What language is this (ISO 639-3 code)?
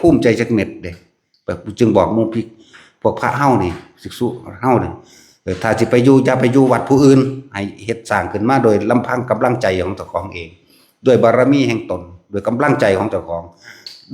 tts